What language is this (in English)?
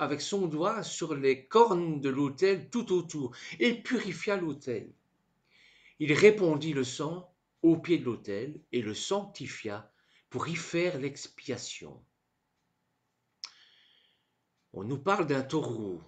French